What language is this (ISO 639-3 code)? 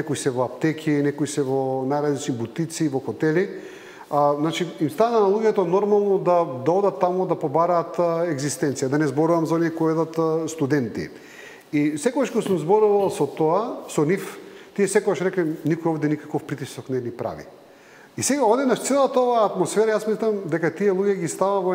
mkd